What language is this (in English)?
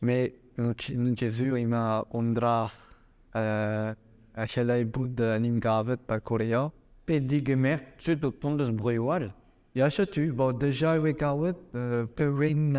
Breton